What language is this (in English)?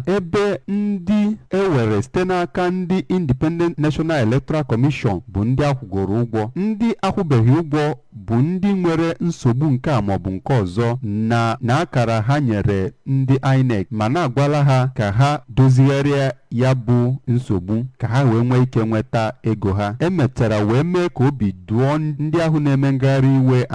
Igbo